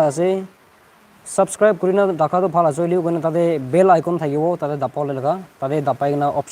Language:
Naga Pidgin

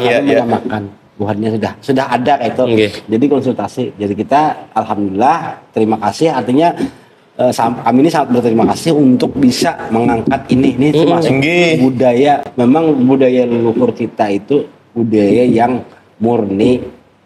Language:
Banjar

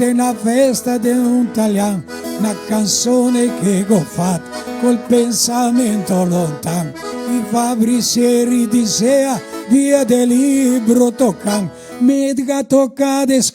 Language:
Venetian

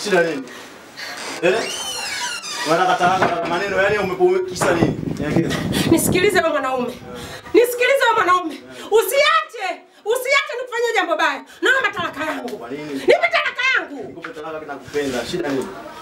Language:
Swahili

